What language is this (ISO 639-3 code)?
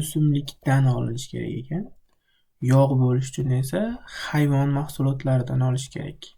uzb